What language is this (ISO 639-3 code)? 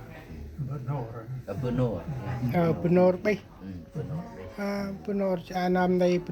cmo